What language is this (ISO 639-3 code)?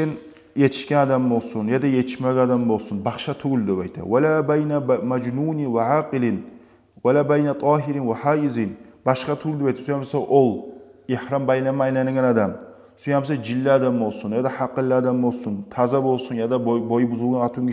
kum